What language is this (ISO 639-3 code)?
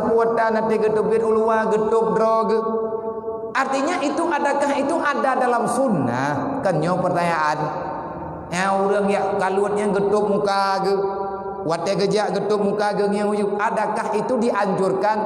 ace